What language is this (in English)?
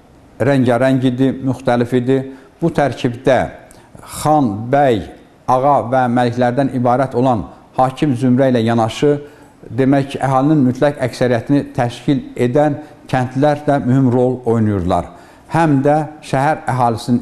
Azerbaijani